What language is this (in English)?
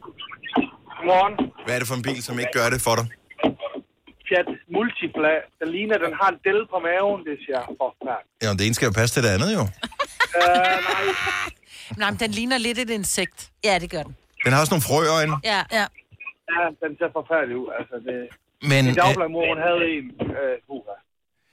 Danish